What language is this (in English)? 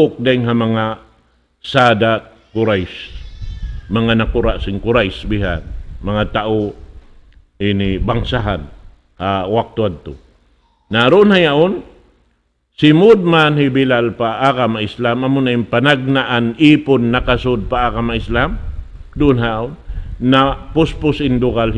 Tausug